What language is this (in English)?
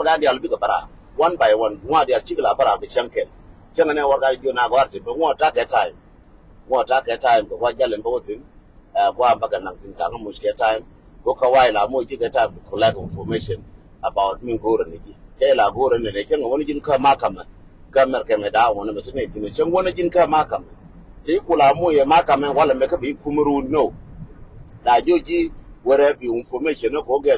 Nuer